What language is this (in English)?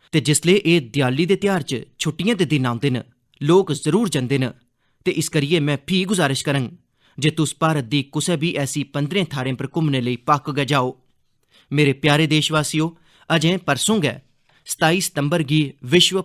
Dogri